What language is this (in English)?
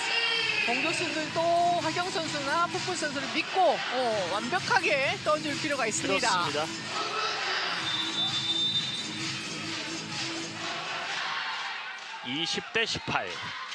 Korean